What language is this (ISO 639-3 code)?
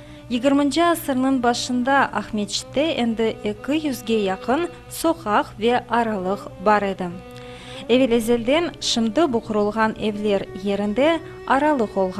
crh